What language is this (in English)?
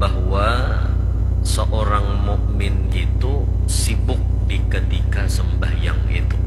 Banjar